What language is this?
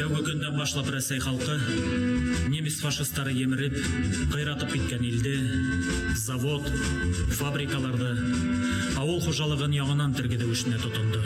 Bashkir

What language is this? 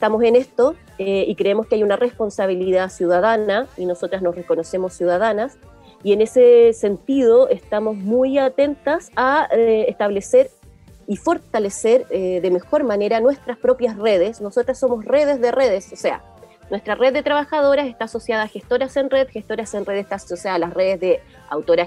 Spanish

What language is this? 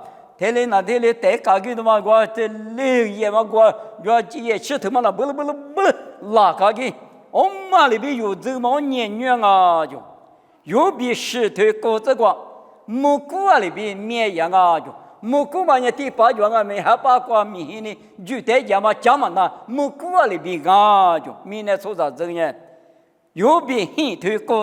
Lisu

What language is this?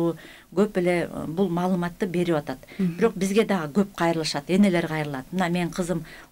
Kyrgyz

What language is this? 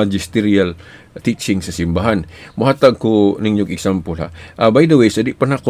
Cebuano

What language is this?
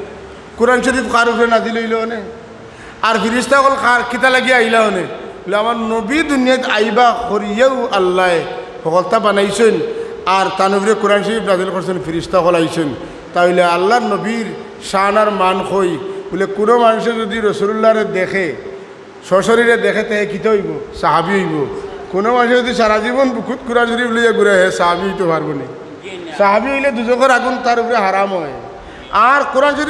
Sylheti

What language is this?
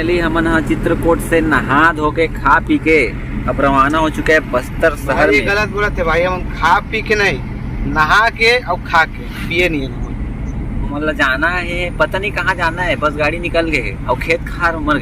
Chhattisgarhi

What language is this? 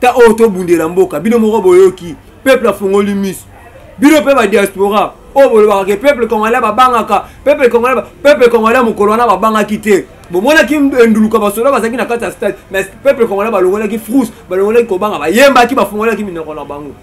Lingala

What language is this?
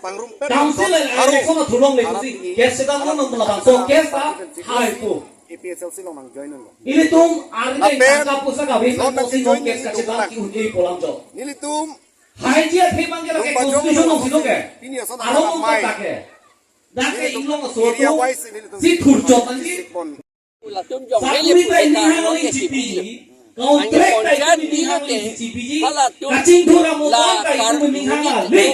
Karbi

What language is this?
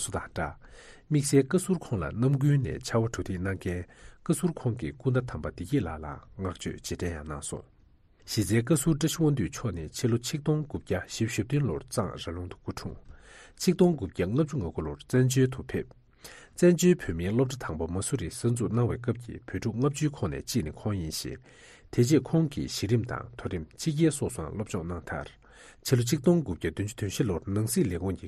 Tibetan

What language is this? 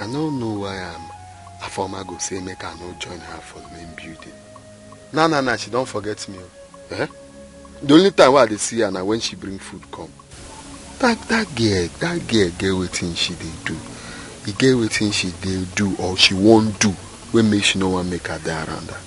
Nigerian Pidgin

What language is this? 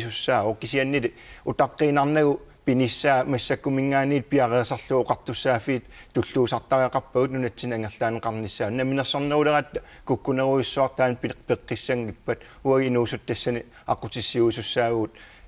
Kalaallisut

